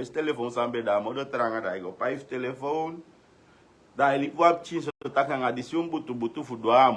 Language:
Sranan Tongo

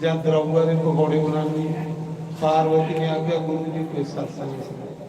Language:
Dogri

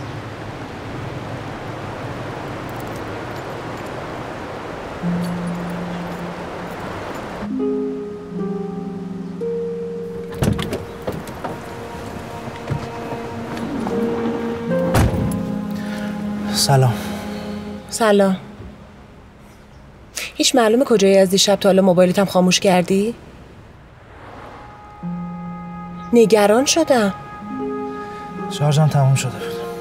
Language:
Persian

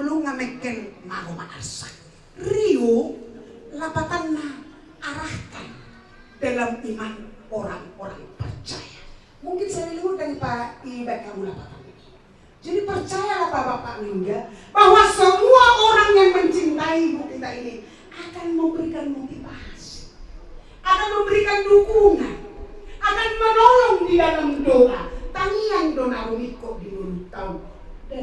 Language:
Batak Toba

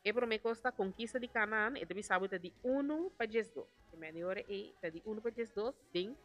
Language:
Papiamento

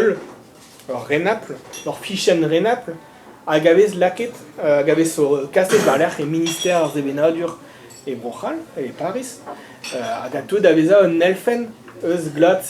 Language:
Breton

